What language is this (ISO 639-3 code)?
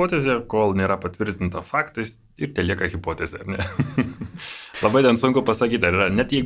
lit